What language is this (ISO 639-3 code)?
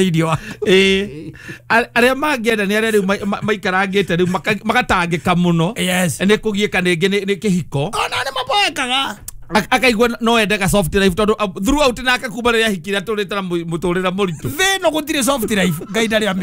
kik